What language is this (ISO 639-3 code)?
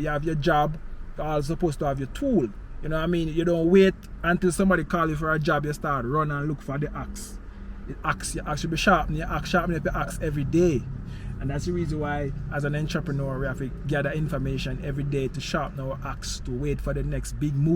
jam